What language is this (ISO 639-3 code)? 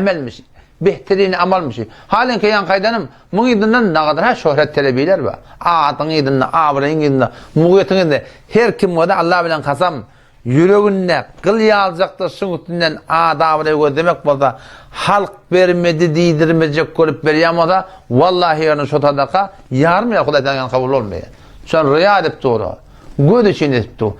tuk